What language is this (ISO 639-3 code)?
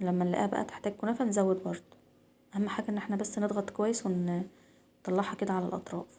arz